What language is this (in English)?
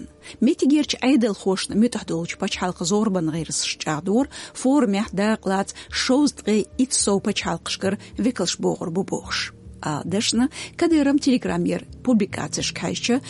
Chechen